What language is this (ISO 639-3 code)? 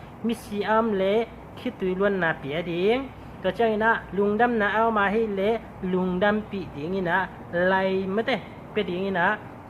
ctd